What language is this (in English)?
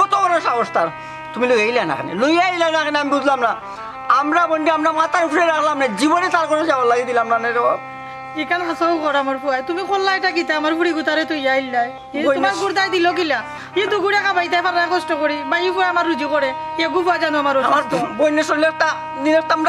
Sylheti